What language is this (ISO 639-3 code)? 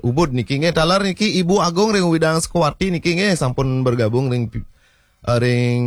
ban